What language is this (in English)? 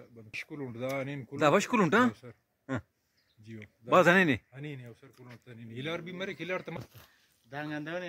Brahui